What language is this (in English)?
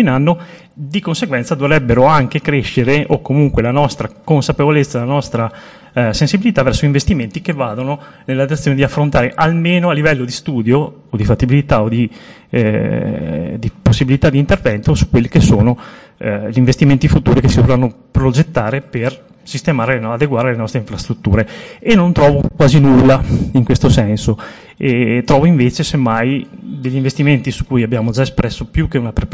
Italian